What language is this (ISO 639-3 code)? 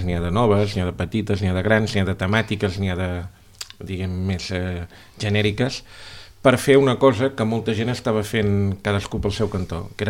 cat